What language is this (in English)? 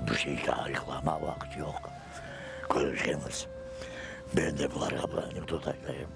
Crimean Tatar